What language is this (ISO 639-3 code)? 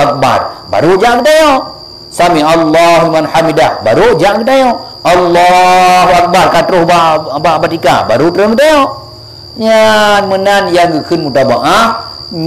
ace